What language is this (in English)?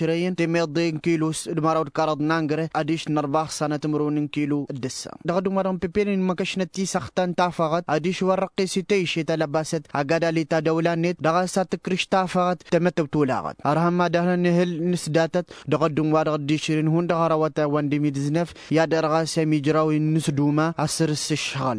Tamasheq